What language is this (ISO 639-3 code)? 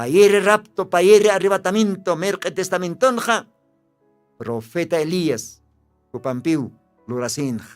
aym